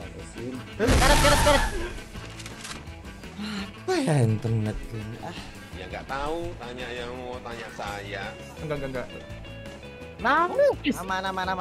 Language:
Indonesian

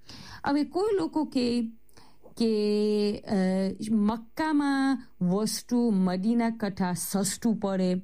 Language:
Gujarati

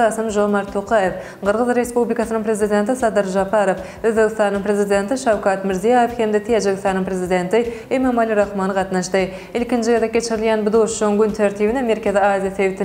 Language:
Turkmen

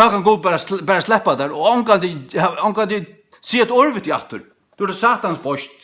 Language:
Faroese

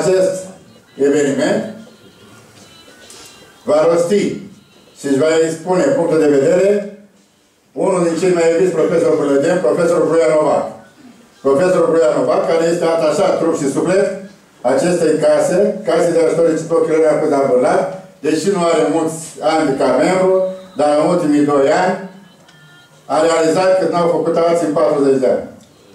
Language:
Romanian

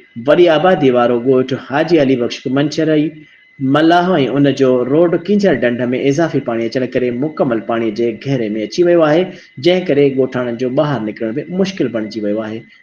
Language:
Sindhi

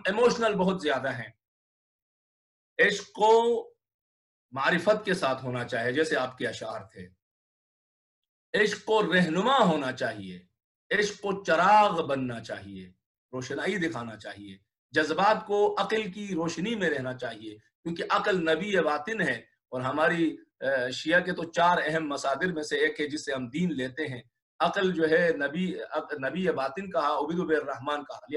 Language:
Urdu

